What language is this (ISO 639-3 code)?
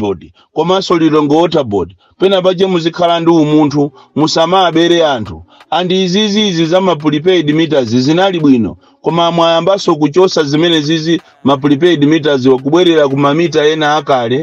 nya